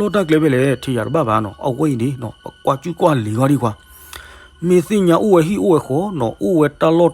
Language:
S'gaw Karen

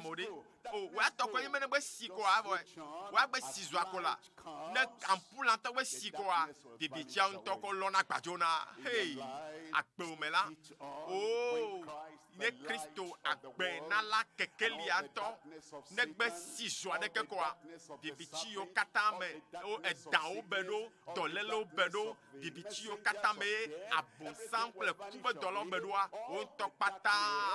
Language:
Ewe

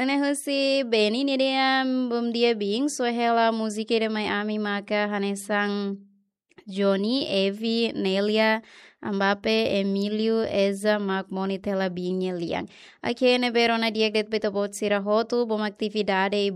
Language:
Tetum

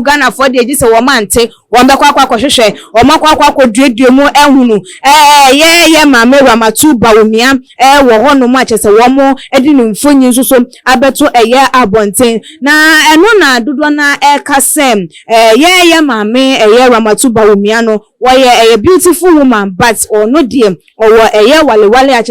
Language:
Akan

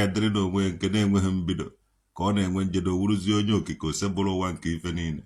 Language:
Igbo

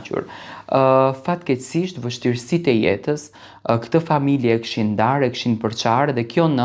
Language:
Albanian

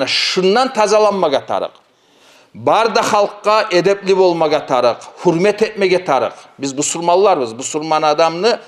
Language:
Kumyk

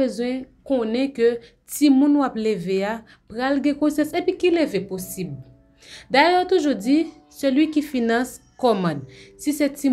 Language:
Haitian Creole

